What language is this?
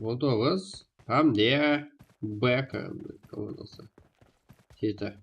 Kara-Kalpak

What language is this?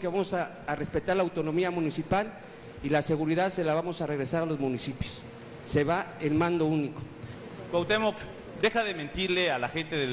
Spanish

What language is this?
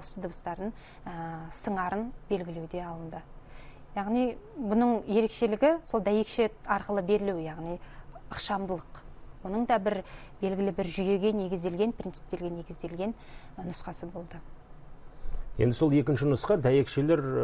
Kazakh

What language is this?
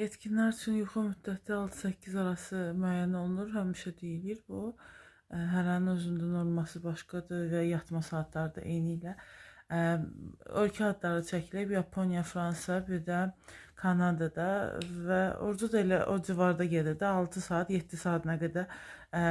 Azerbaijani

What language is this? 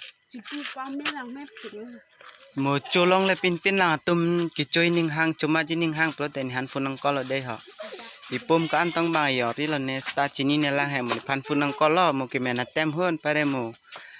Karbi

